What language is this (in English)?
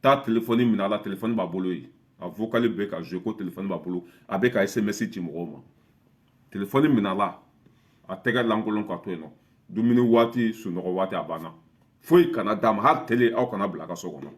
Bambara